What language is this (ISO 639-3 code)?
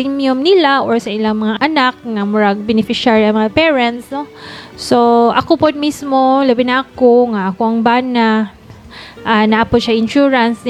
ceb